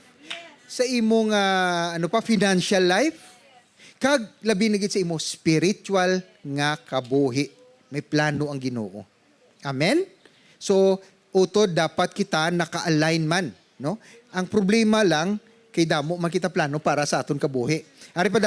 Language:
Hiligaynon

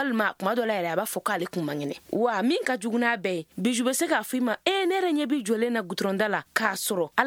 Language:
Bambara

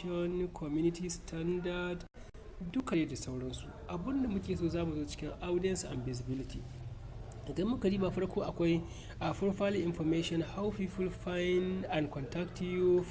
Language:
Hausa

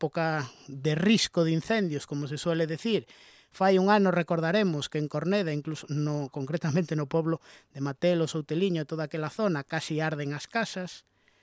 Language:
Galician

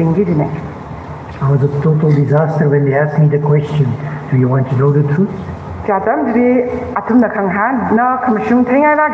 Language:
Tangkhul Naga (India)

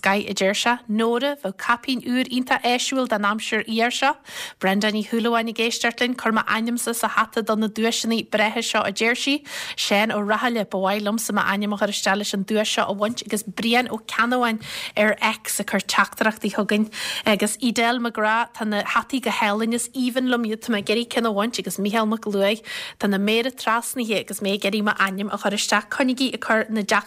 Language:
Irish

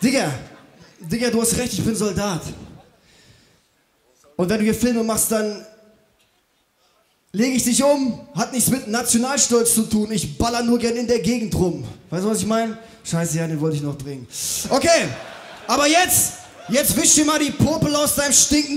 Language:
German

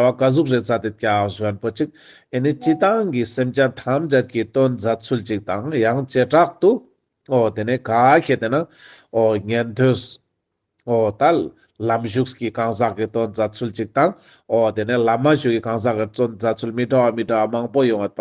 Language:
Ladakhi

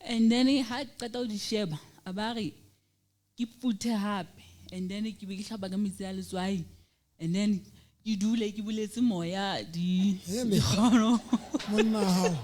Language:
Southern Sotho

